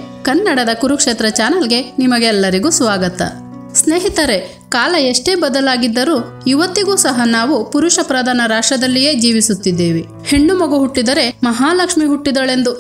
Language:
Kannada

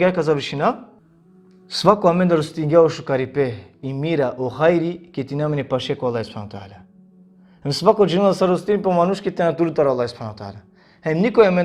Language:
Balkan Romani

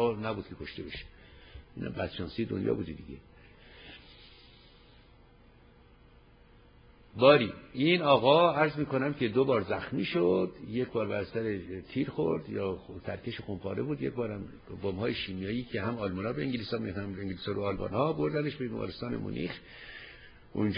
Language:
Persian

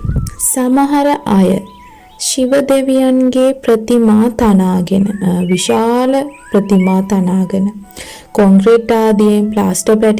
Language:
Sinhala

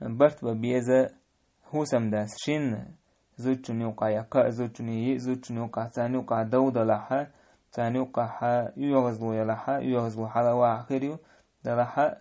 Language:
Chechen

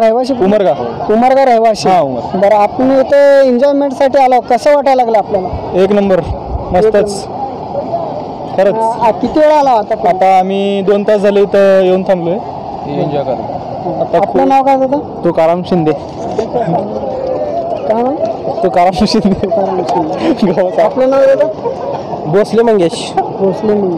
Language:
Marathi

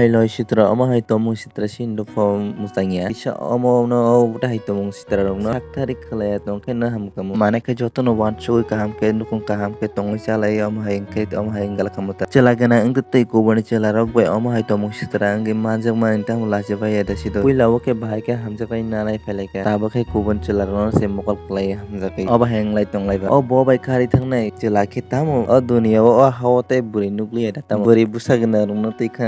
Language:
Kok Borok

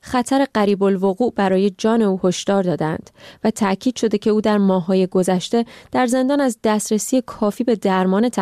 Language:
Persian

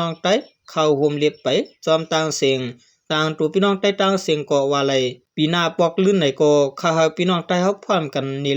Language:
Shan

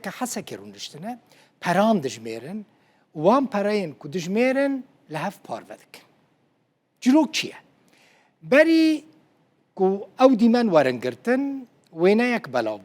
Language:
Kurdish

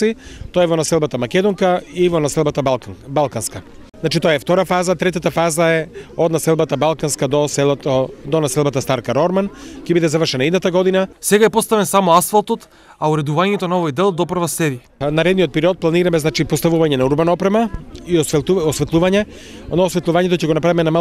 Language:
Macedonian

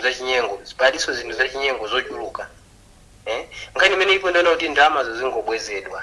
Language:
Nyanja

